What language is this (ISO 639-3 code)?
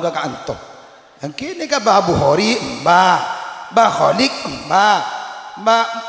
mad